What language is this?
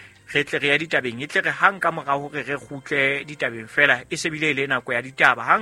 Southern Sotho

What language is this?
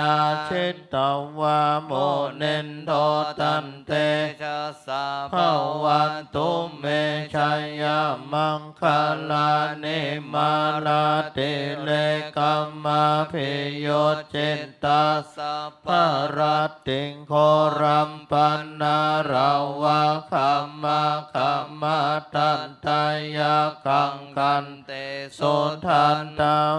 Pali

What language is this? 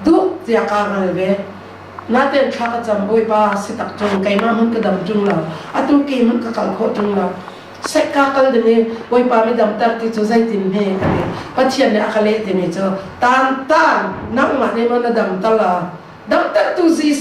Hakha Chin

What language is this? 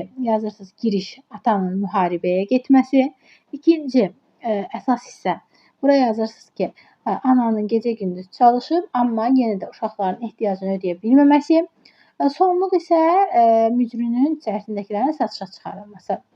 Azerbaijani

